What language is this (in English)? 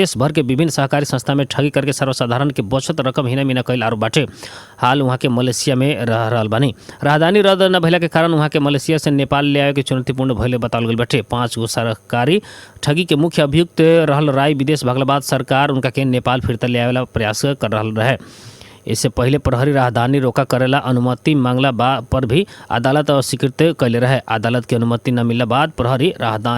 Bhojpuri